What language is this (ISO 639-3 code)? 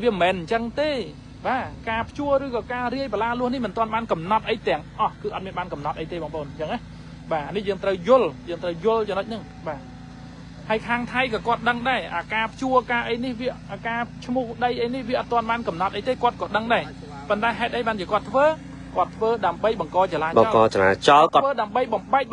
khm